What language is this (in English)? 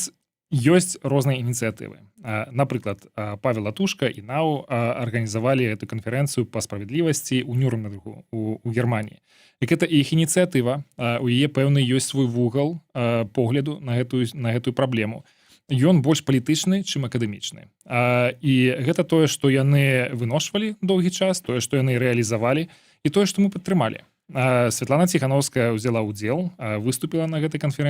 Belarusian